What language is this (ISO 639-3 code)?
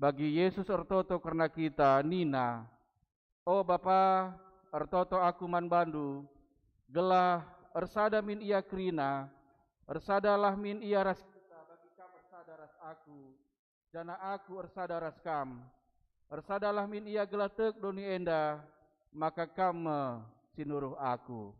btx